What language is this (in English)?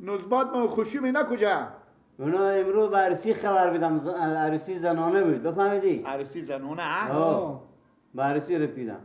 Persian